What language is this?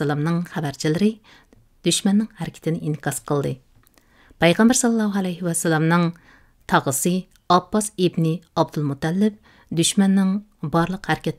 Uyghur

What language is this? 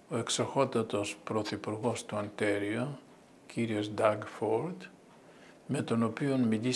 Greek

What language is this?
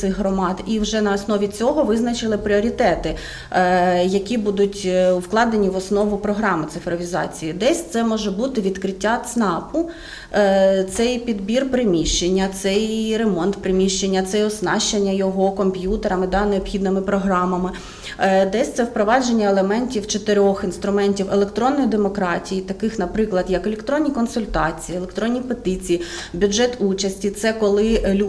Ukrainian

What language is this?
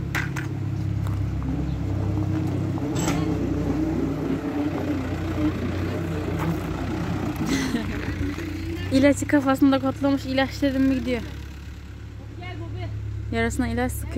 Turkish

